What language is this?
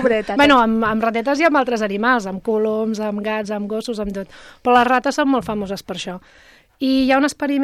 Catalan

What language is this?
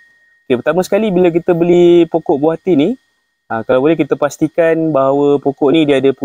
Malay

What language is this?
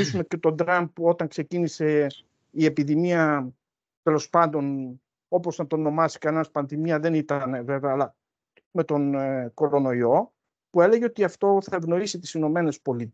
Greek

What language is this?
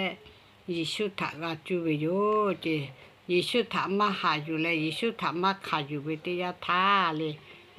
Lahu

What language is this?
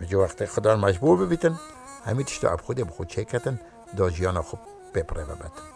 Kurdish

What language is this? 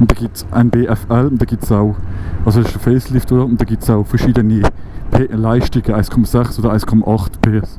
Swiss German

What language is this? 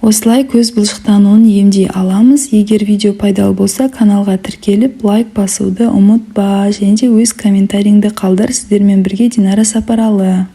Kazakh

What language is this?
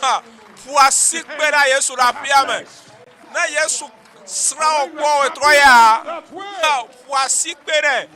Ewe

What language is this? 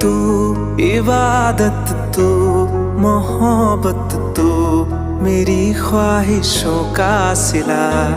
Madurese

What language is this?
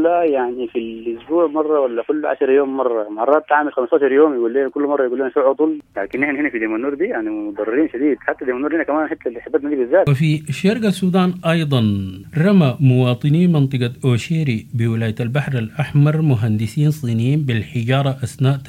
Sudanese Arabic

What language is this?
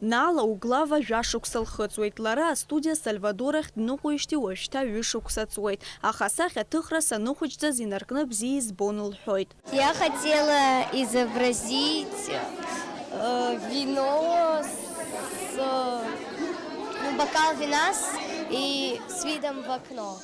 Abkhazian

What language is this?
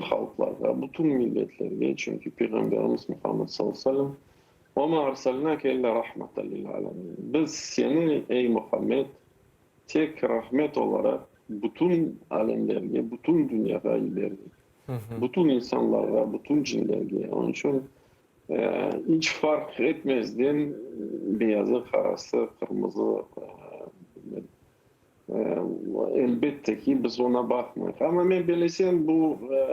Crimean Tatar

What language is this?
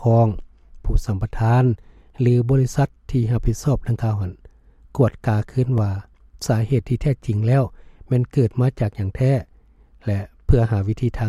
Lao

